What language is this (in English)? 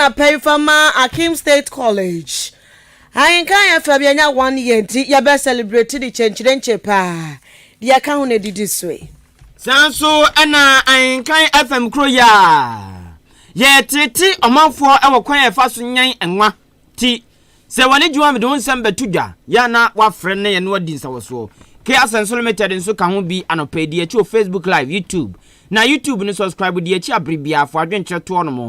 Akan